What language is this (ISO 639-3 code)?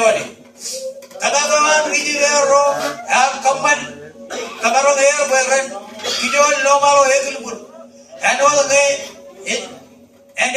mah